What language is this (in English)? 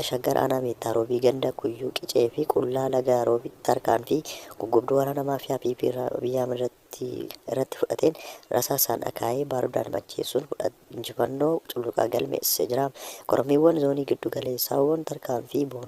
Oromo